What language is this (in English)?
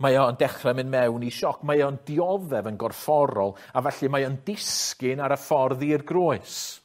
Welsh